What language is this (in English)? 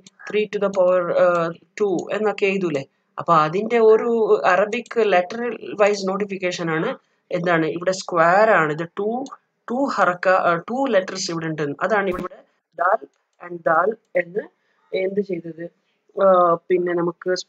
Malayalam